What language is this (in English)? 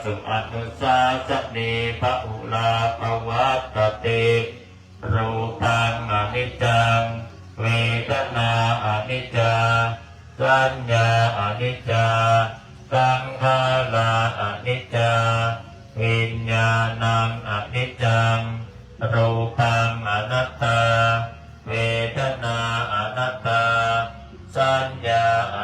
Pali